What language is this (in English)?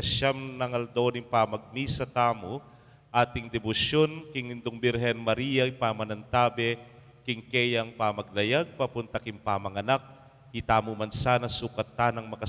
Pampanga